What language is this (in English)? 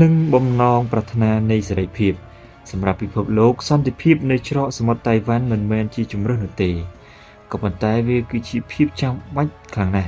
Khmer